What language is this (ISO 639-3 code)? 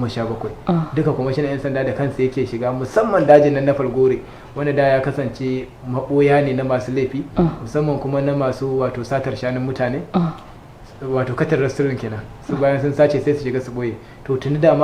hau